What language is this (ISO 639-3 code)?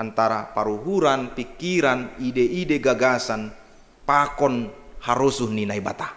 bts